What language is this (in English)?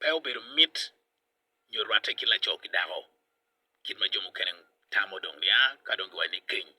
Acoli